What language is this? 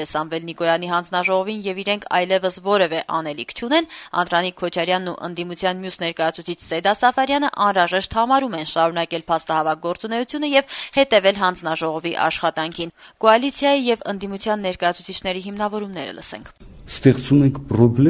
Armenian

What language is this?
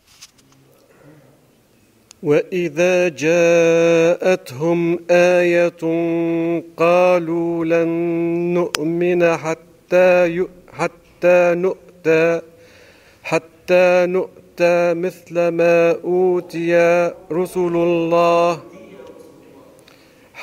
Arabic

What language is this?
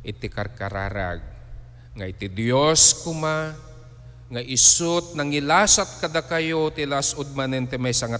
Iloko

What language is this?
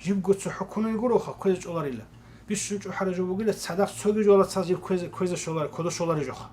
Avaric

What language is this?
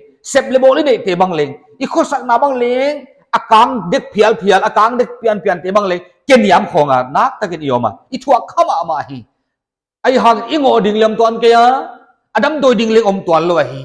Paite Chin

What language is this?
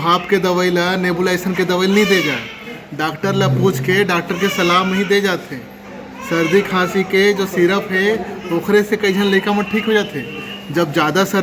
Chhattisgarhi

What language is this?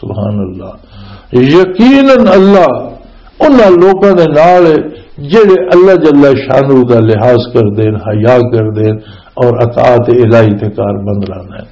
Western Panjabi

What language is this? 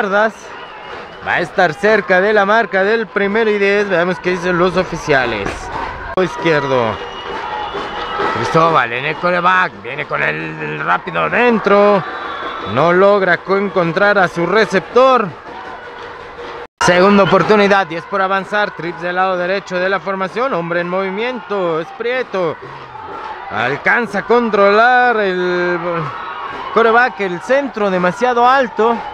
Spanish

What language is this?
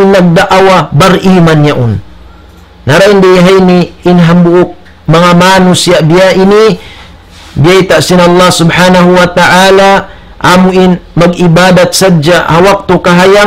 Tausug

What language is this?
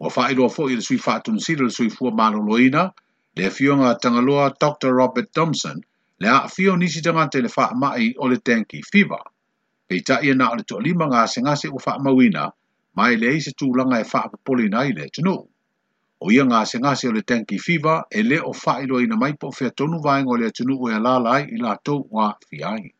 Samoan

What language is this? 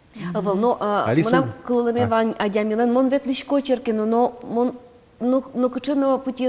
Udmurt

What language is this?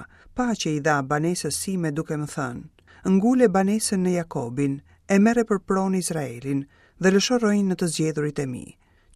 Albanian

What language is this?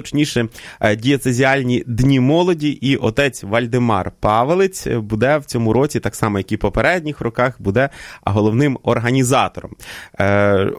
Ukrainian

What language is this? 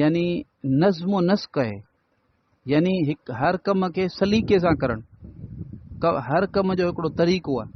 Sindhi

